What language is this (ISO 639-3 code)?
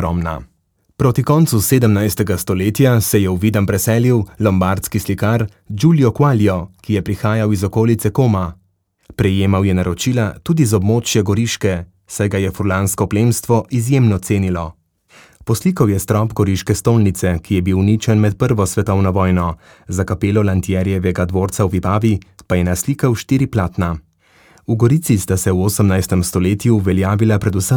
slv